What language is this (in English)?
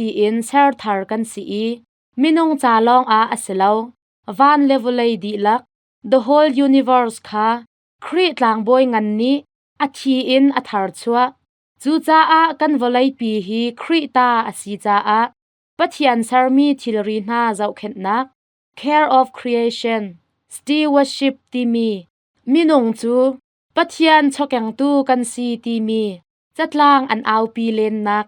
Hakha Chin